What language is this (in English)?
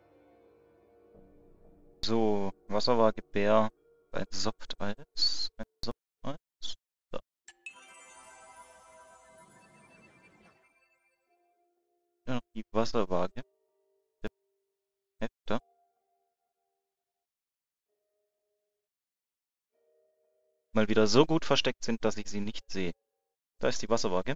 German